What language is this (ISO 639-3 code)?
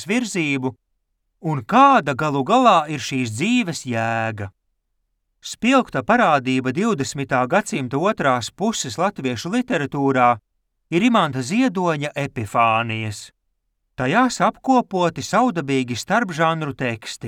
lav